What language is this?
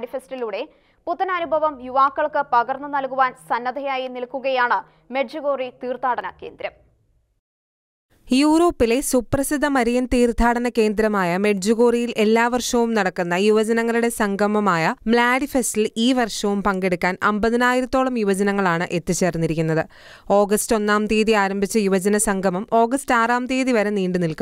Malayalam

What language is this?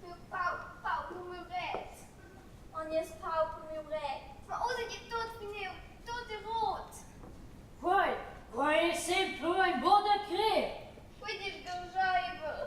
Romansh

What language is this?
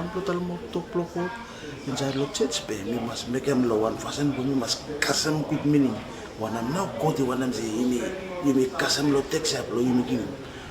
Bislama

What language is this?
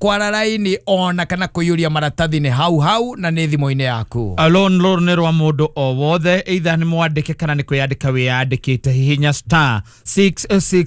Kikuyu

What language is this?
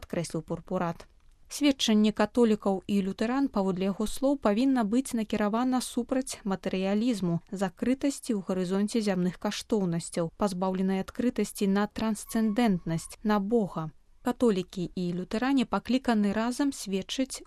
Belarusian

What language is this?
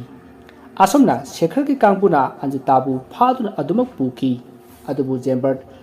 Manipuri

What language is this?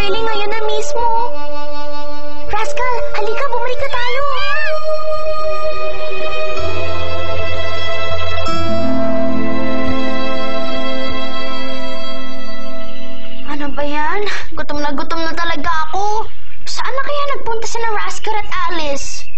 Filipino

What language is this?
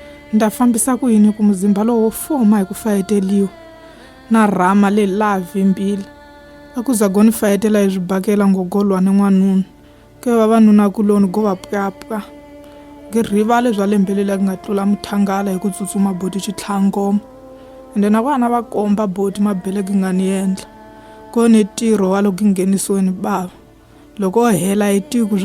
Tsonga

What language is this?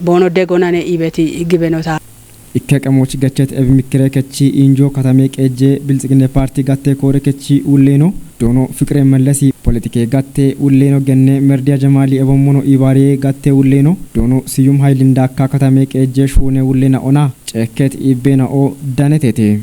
Kafa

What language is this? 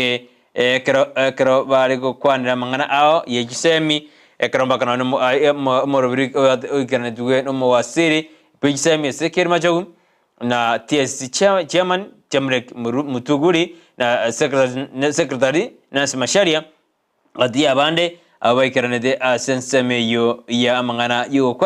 Gusii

